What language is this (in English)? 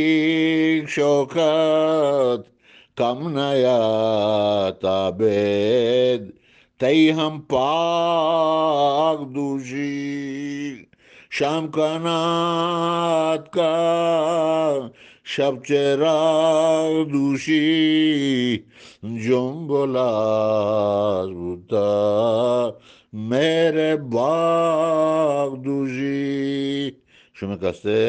Eastern Balochi